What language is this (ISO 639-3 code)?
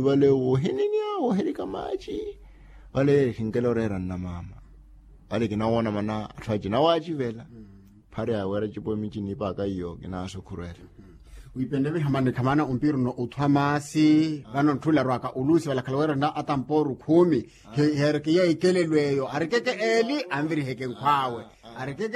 vmw